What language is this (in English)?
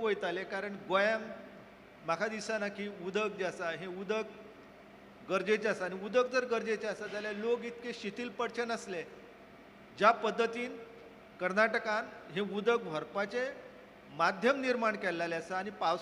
Konkani